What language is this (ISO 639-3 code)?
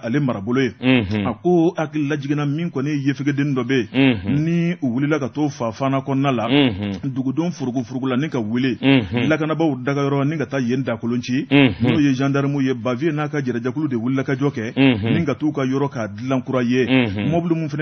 bam